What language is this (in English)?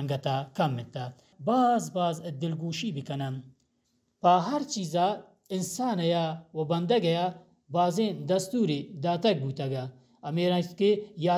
Baluchi